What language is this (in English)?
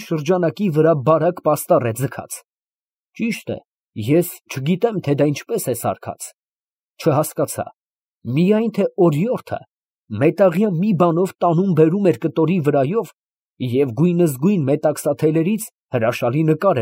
Armenian